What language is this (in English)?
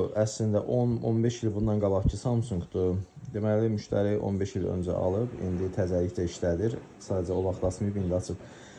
Azerbaijani